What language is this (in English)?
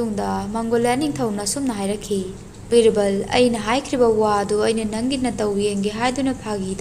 Manipuri